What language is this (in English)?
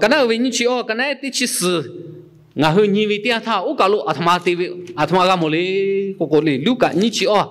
Lahu